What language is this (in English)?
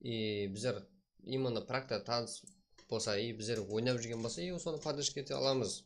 Kara-Kalpak